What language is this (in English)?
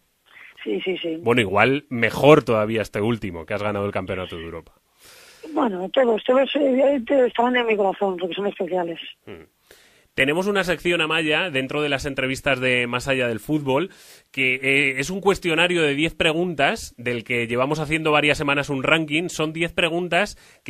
Spanish